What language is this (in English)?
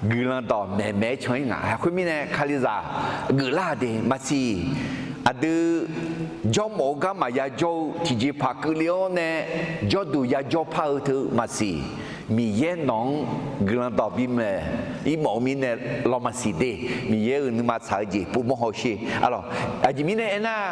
Akha